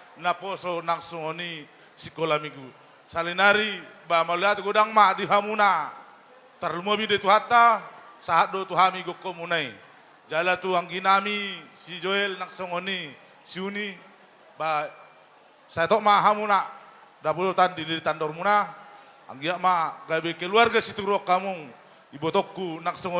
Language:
Batak Toba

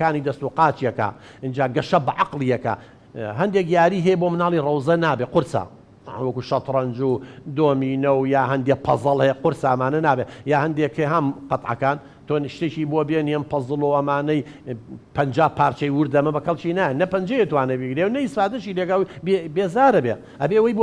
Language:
Central Kurdish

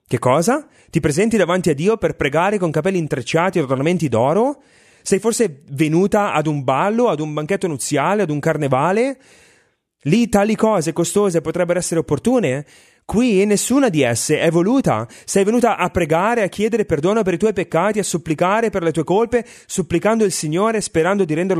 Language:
Italian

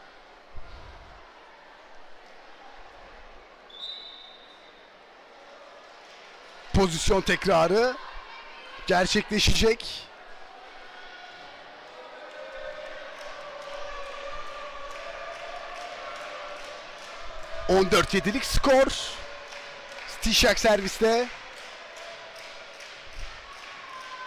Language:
Turkish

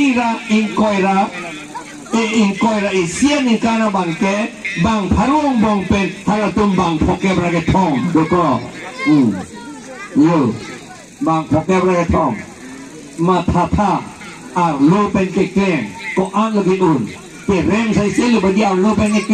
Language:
Karbi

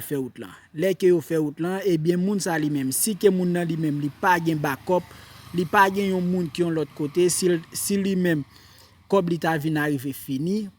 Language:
Haitian Creole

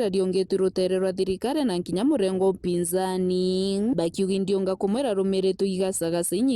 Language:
Meru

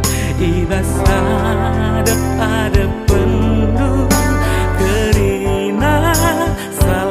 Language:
Batak Karo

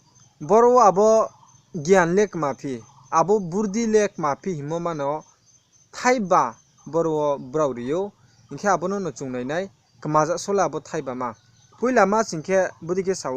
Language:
Riang (India)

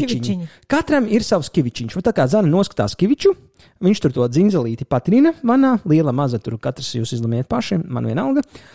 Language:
Latvian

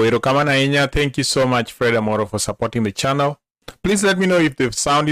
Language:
Luo (Kenya and Tanzania)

